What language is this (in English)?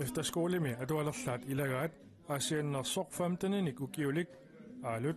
Kalaallisut